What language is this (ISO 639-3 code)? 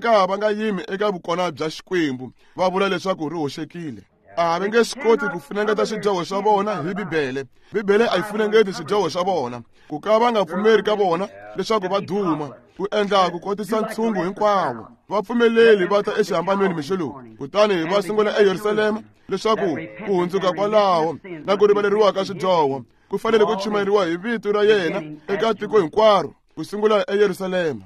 tso